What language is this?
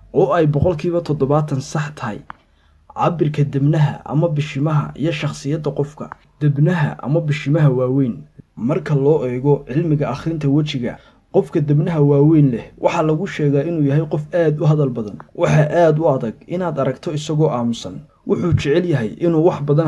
Somali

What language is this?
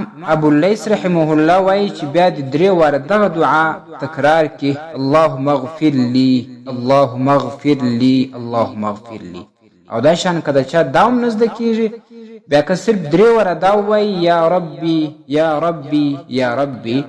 Pashto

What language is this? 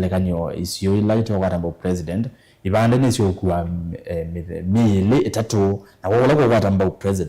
Kamba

